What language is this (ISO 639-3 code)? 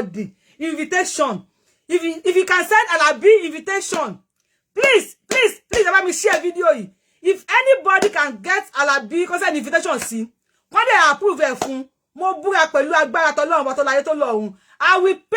yor